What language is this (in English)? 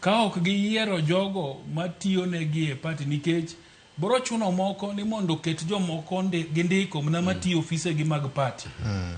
Luo (Kenya and Tanzania)